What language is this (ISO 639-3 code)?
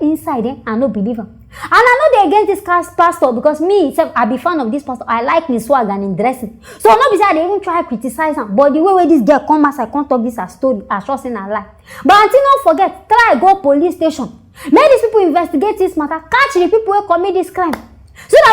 pcm